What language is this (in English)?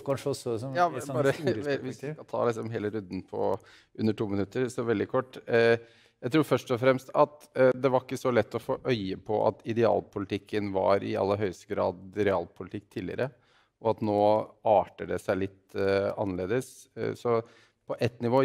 Norwegian